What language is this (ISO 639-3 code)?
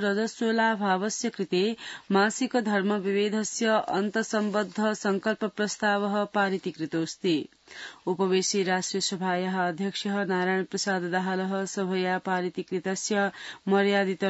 san